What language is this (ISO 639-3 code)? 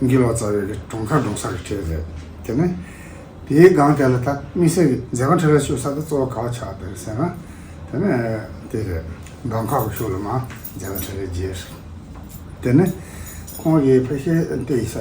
bod